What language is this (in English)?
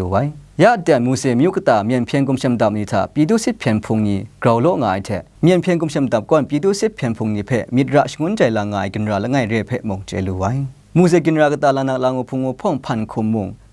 Kachin